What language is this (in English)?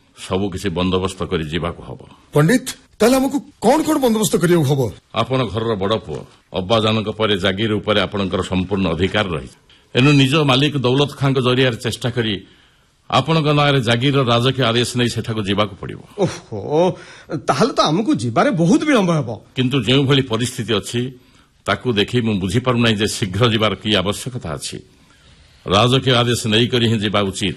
Odia